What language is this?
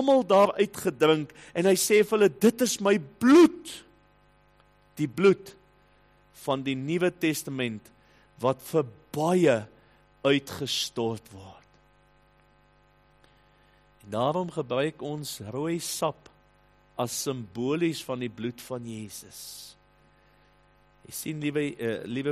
Afrikaans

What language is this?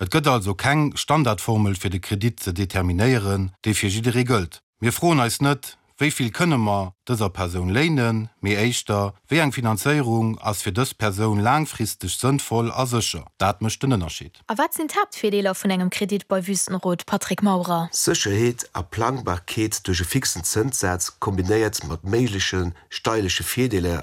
Luxembourgish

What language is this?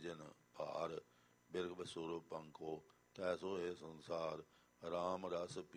Punjabi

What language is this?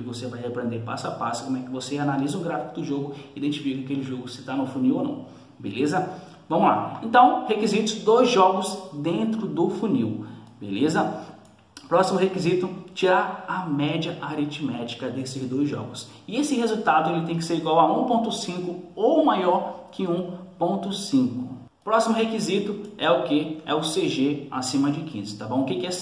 Portuguese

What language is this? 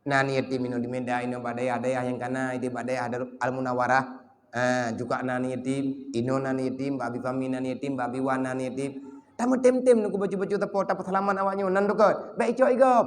Achinese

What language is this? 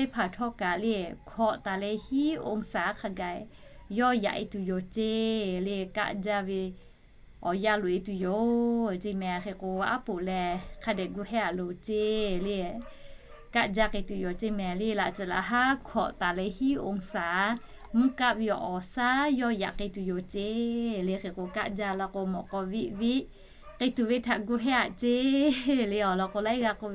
Lahu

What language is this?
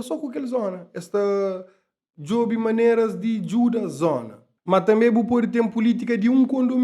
Kabuverdianu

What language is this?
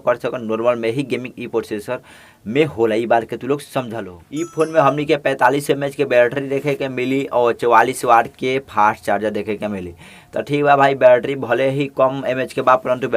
Bhojpuri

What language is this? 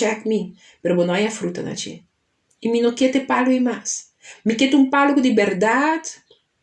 Papiamento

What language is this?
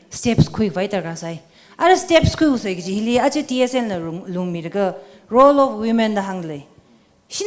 Tangkhul Naga (India)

